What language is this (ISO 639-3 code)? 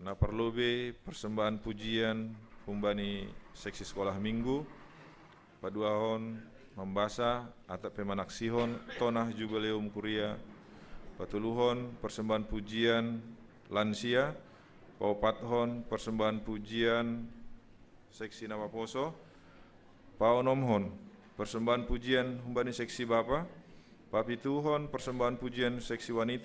bts